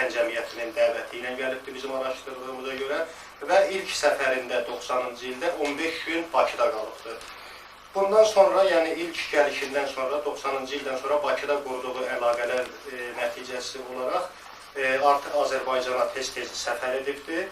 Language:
Azerbaijani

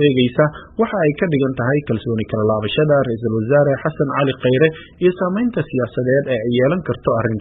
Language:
Somali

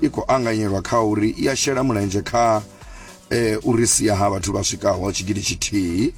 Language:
Venda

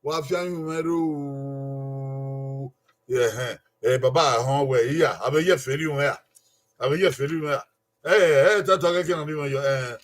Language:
Bini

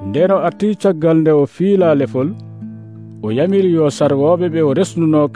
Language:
Nigerian Fulfulde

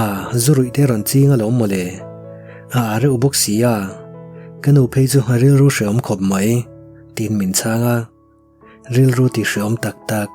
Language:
Mizo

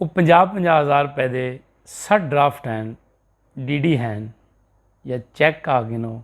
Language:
Saraiki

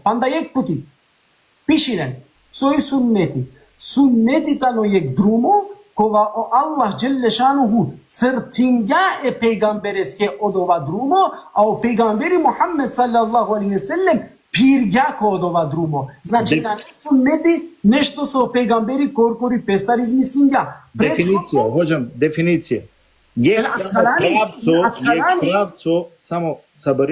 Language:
Balkan Romani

